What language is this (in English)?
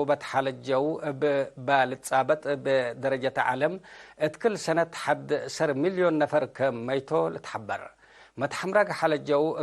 Tigre